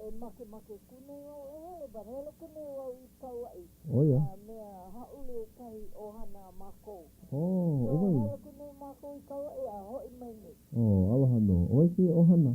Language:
Hawaiian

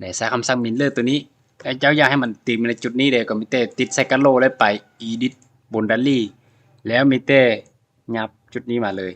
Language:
Lao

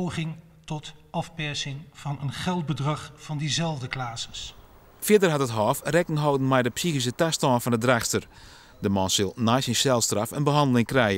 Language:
Western Frisian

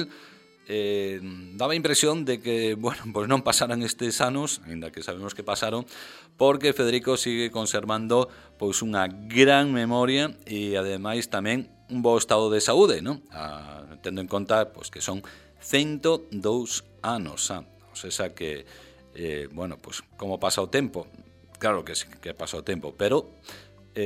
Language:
Galician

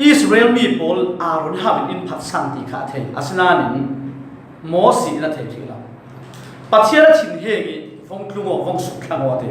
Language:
Falam Chin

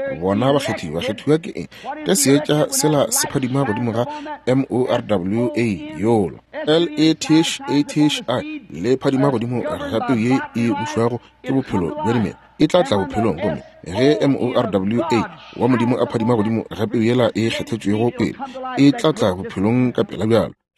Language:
Northern Sotho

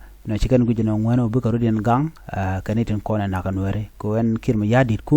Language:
Nuer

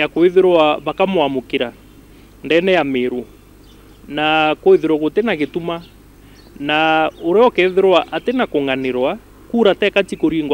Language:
Meru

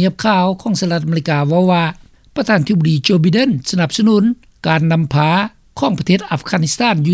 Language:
Lao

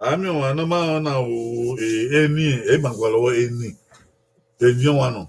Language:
Bini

